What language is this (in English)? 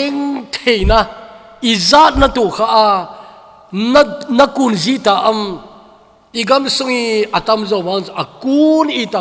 Thado Chin